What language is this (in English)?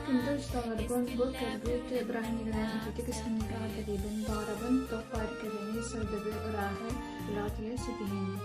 Yakut